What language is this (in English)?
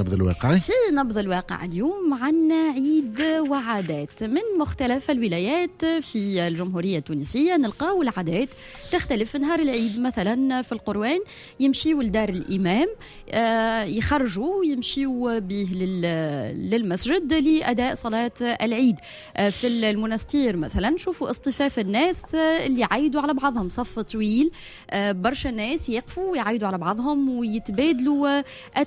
Tunisian Arabic